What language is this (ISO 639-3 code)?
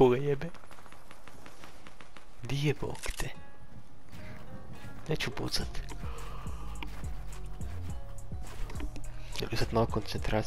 hrv